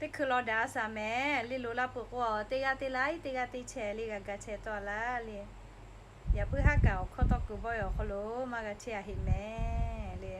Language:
Lahu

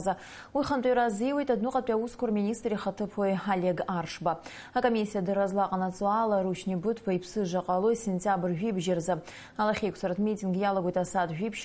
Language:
Abkhazian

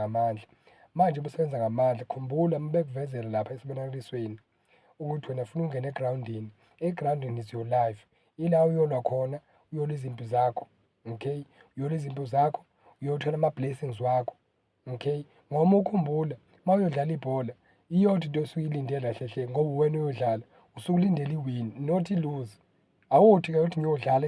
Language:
Zulu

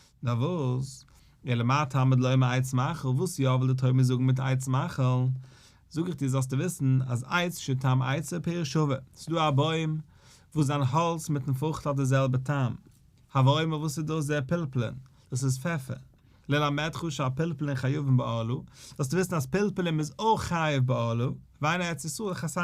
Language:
Yiddish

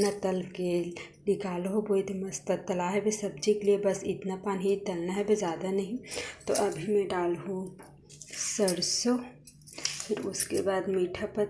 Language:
Chhattisgarhi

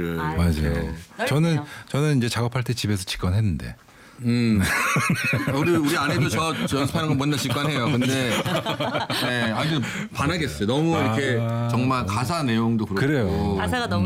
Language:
Korean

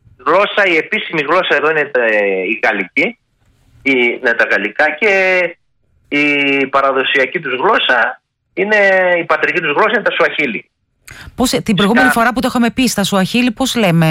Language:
Greek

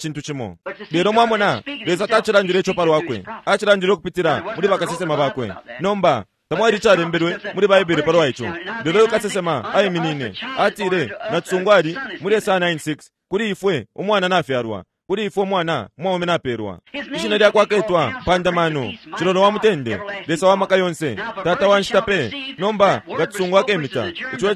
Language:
Bemba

